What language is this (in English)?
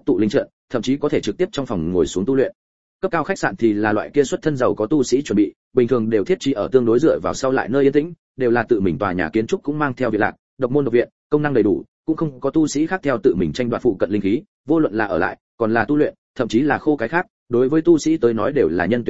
Vietnamese